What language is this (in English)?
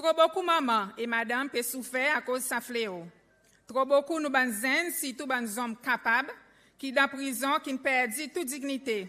Seselwa Creole French